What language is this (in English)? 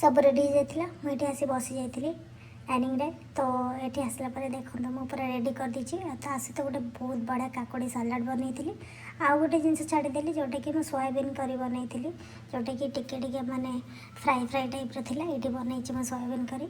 Odia